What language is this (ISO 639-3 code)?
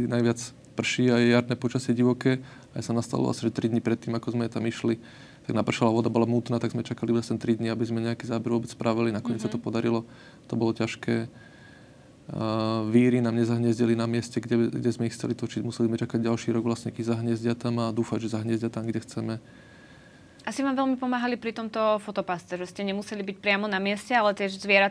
slk